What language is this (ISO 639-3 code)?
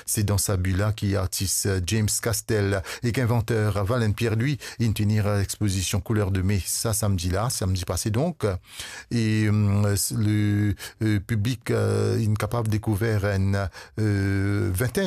mfe